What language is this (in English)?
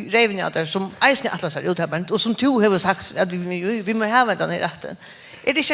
Faroese